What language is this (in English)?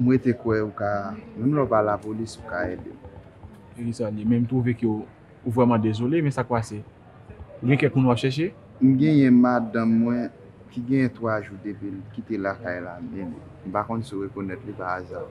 Haitian Creole